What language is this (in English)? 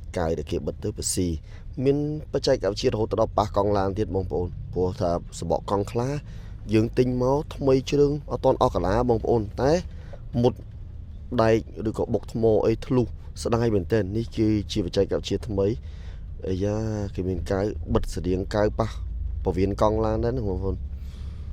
Khmer